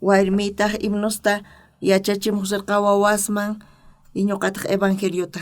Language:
South Bolivian Quechua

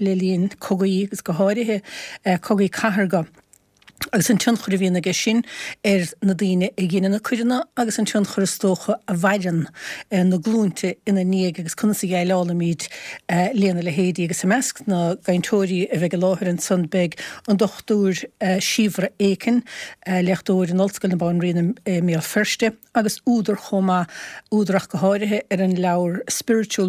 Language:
Irish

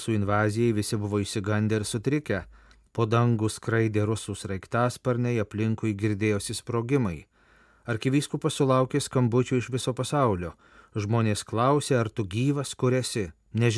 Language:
Lithuanian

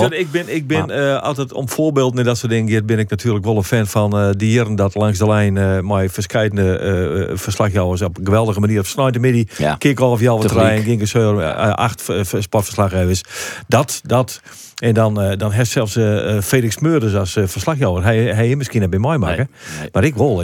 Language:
Western Frisian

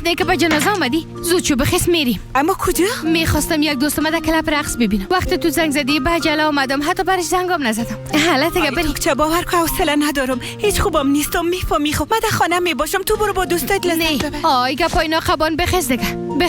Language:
Persian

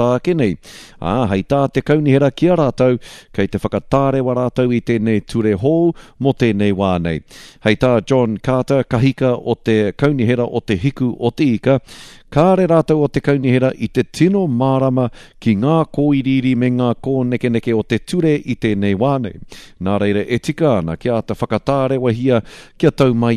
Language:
Māori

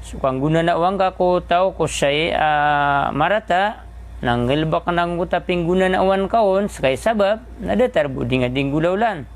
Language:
Maranao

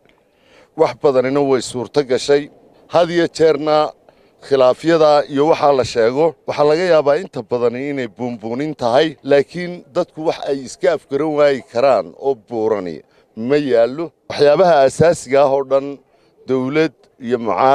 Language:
Somali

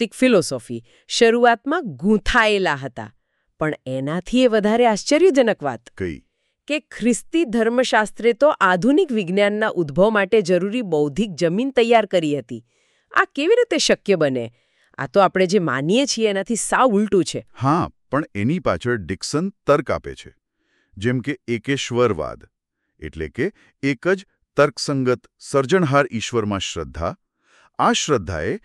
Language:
Gujarati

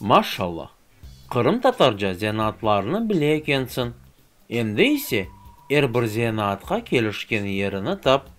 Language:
Crimean Tatar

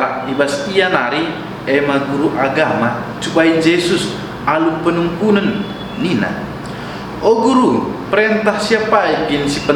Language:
Batak Karo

